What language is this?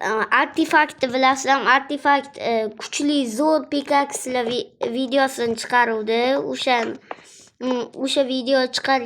Uzbek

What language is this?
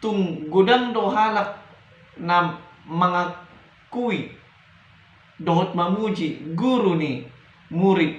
Batak Toba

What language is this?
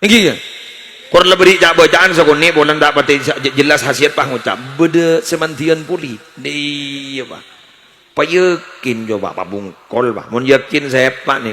Madurese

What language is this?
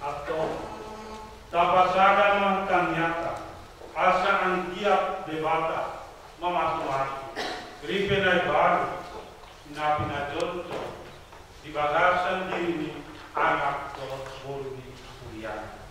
Batak Toba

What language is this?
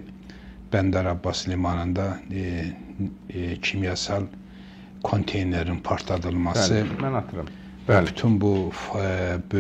Azerbaijani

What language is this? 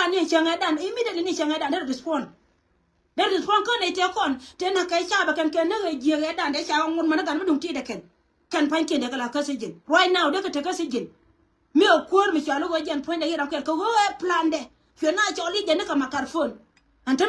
Nuer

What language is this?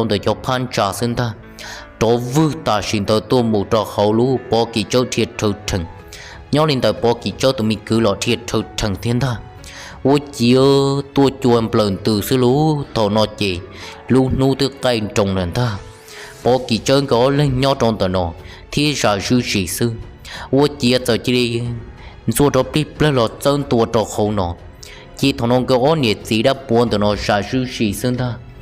Hmong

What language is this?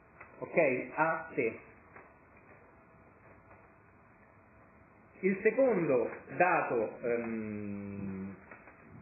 Italian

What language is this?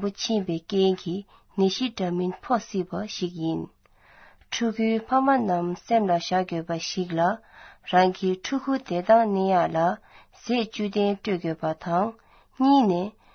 Tibetan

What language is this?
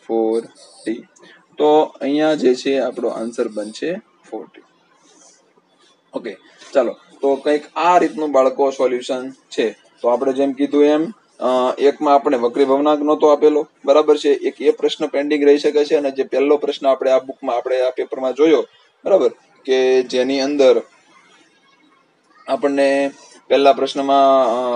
Gujarati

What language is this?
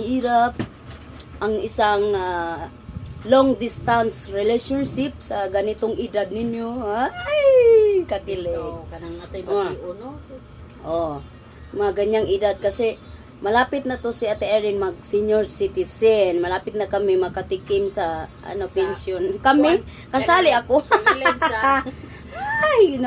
Cebuano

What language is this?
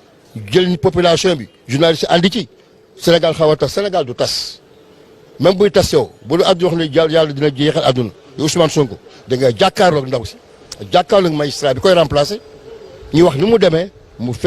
Wolof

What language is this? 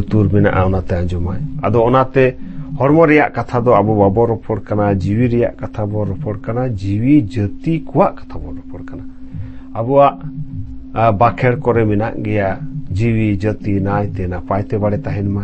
Santali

